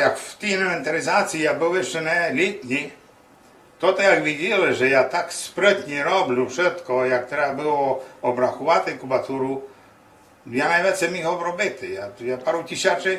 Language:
Rusyn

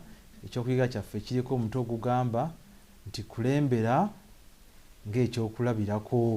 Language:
Ganda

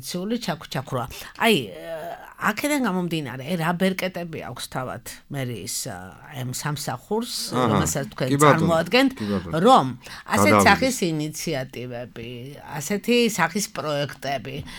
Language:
Georgian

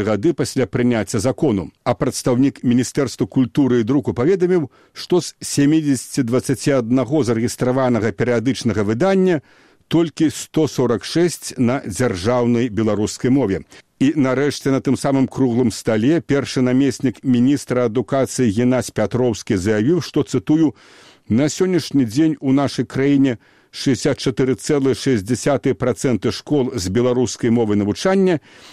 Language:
Belarusian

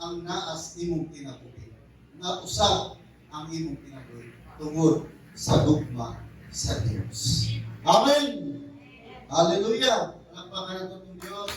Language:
Cebuano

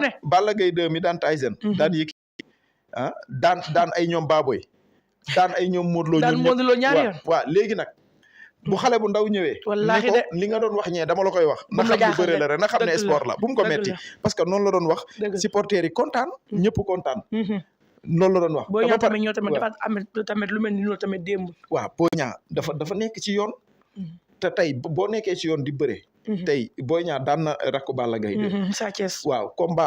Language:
Wolof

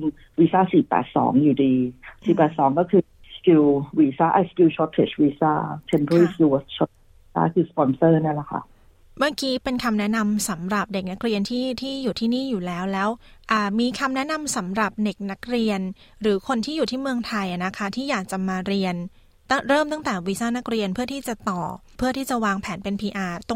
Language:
Thai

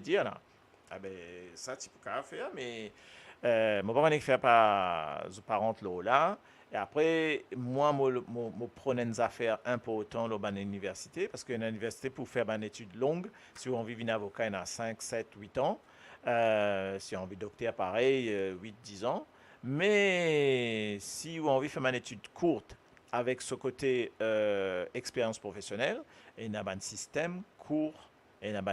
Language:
Morisyen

